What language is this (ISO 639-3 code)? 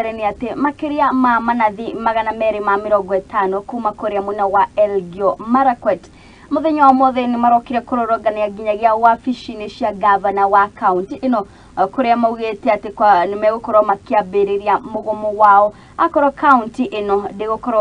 kik